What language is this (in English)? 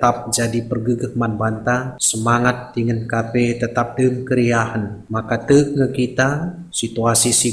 Batak Karo